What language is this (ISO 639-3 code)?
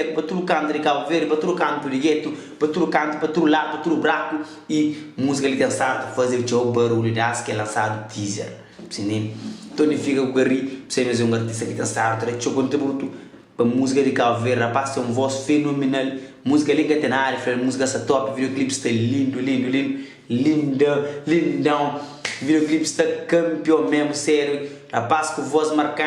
kea